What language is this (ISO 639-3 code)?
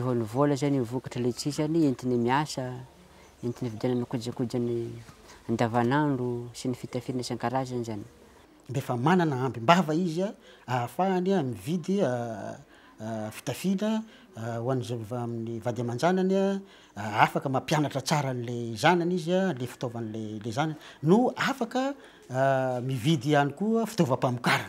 mlg